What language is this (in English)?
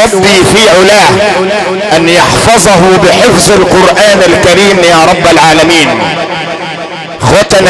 Arabic